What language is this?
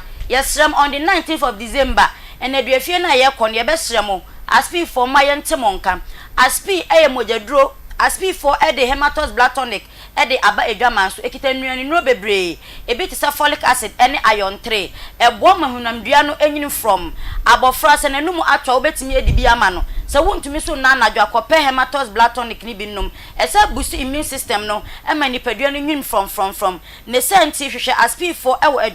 Akan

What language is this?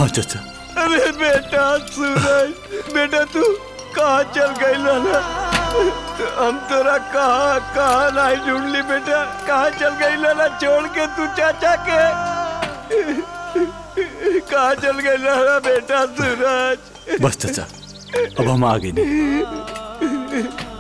Bhojpuri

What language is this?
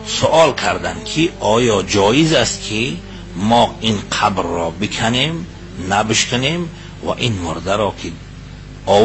Tajik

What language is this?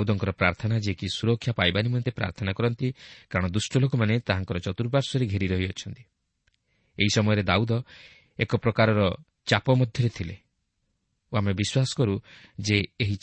Odia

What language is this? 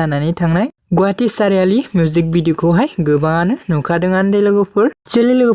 Bodo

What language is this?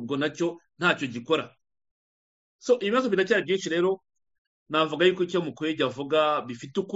Kinyarwanda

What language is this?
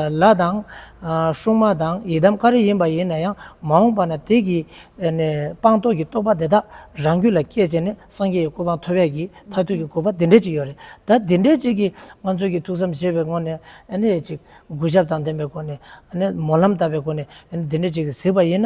Tibetan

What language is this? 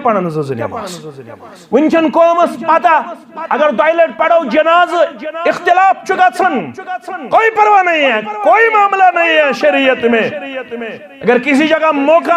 Kashmiri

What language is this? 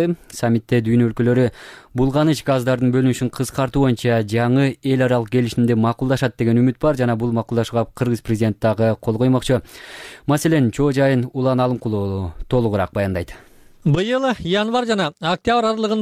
Kyrgyz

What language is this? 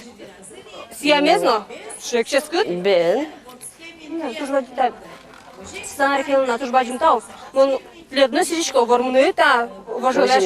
Udmurt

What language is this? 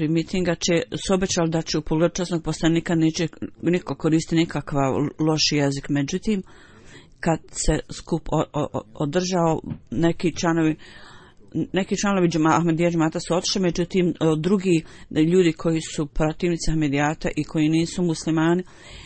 Bosnian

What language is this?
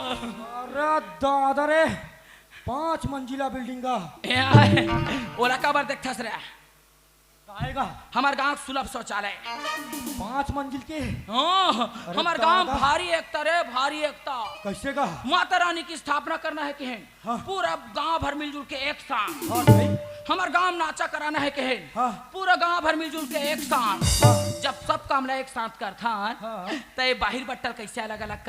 Chhattisgarhi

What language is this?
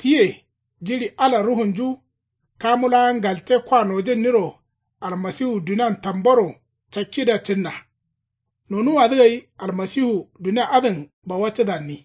Kanuri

